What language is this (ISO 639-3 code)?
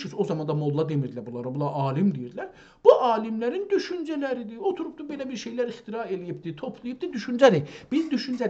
azb